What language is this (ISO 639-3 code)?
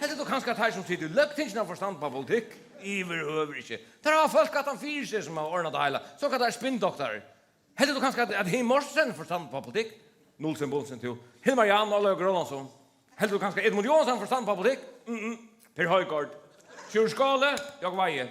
fao